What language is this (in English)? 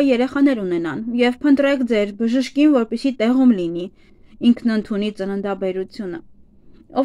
Armenian